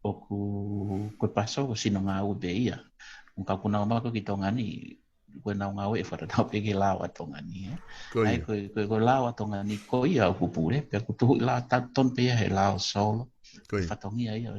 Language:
Tongan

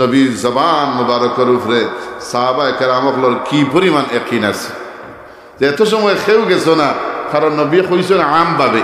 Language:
Sylheti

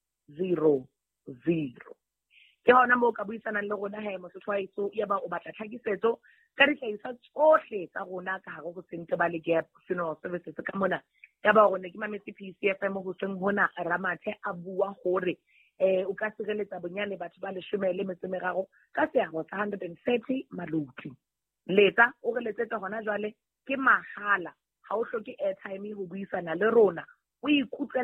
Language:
Southern Sotho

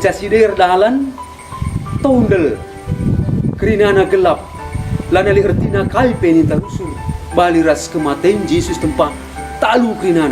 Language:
Batak Karo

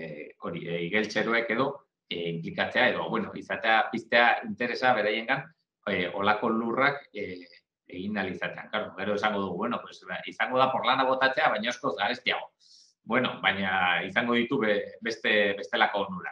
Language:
Basque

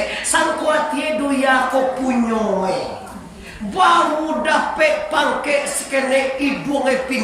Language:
Minangkabau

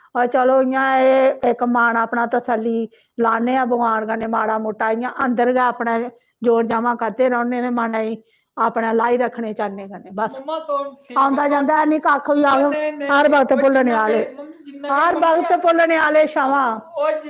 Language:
Dogri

